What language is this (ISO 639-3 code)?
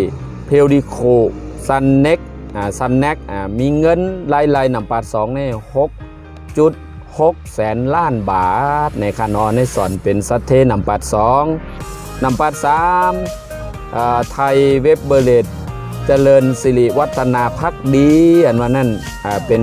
shn